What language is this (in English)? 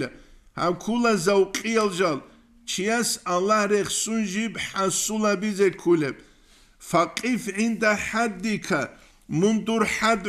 Avaric